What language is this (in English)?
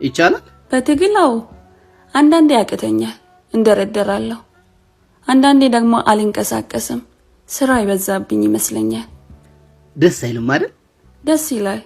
Amharic